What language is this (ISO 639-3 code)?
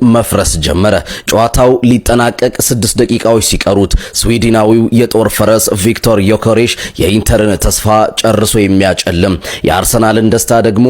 amh